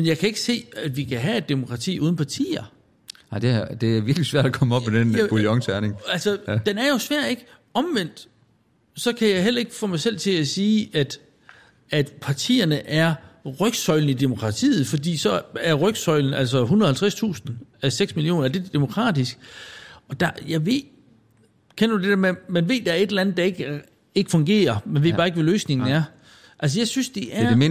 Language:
Danish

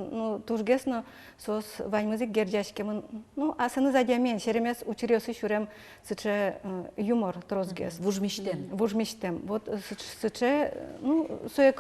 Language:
Udmurt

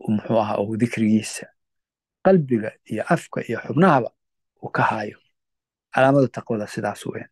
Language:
Somali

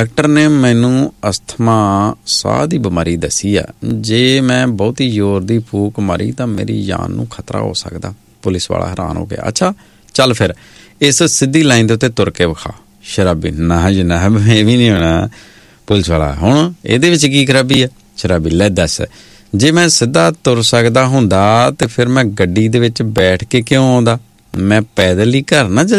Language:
Punjabi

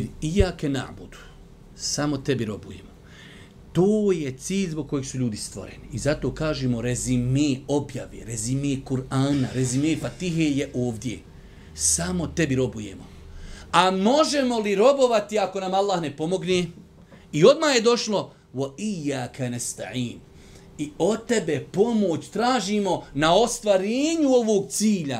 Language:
Bosnian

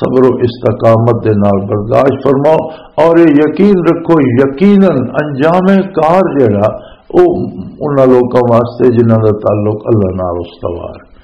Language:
Western Panjabi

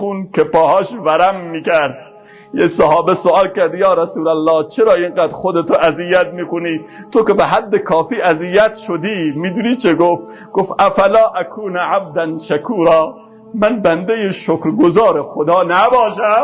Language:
Persian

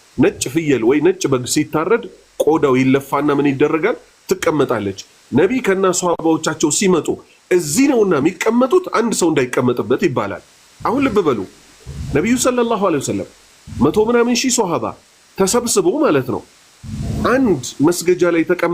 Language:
Amharic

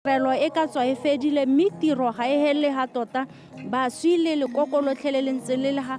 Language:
Tswana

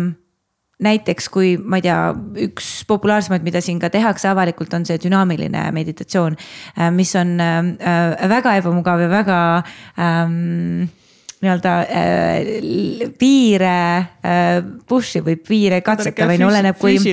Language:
Estonian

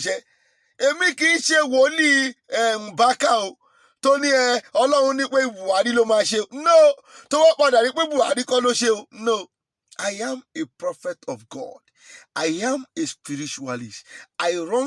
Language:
Yoruba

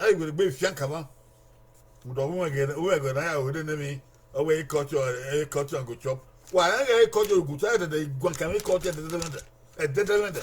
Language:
Bini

